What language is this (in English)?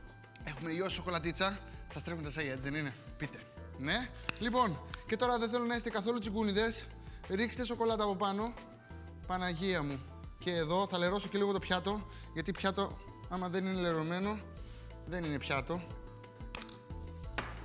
Greek